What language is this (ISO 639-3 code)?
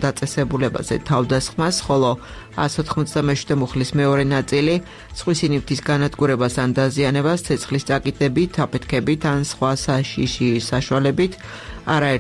kat